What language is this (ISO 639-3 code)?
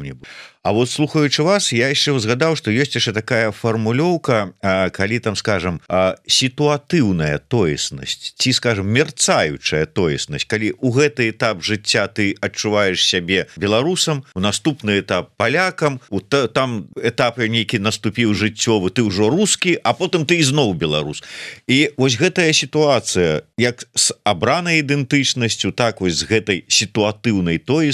bel